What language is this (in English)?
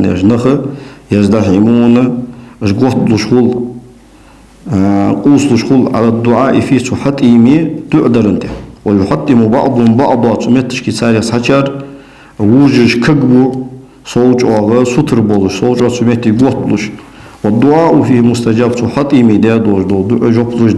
Ingush